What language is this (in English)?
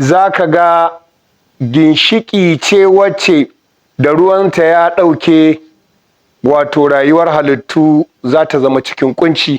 Hausa